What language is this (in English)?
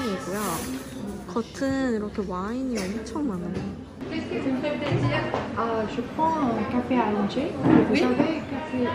Korean